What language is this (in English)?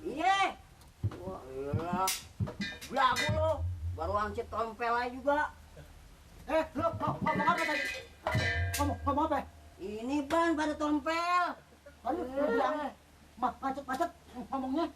Betawi